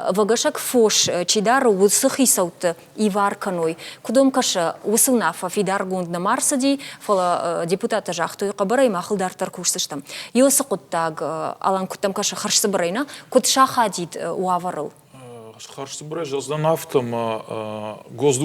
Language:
Ossetic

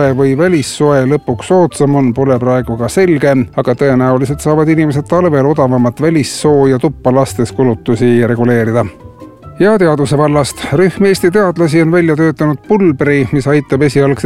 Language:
Estonian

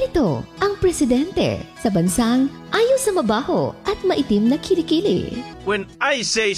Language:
Filipino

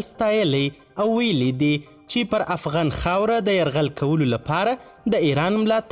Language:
Pashto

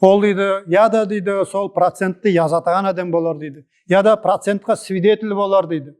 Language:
Nogai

